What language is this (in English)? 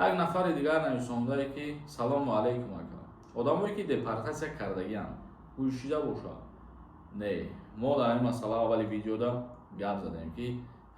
Tajik